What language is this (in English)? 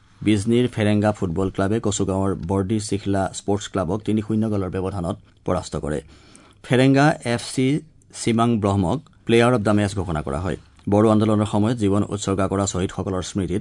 Assamese